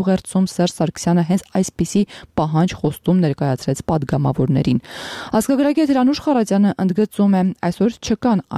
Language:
Armenian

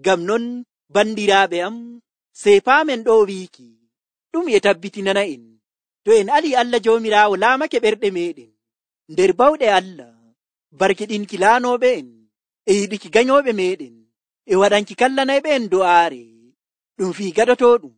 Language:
Nigerian Fulfulde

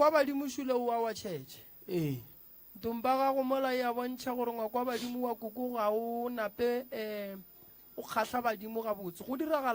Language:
Northern Sotho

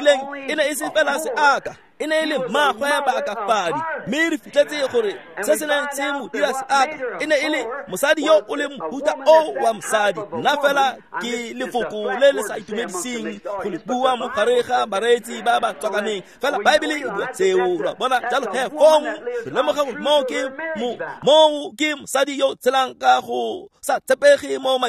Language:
Tswana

